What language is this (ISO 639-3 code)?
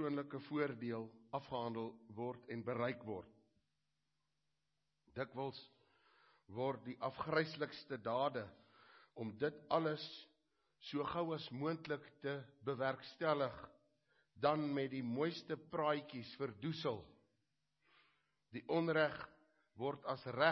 afr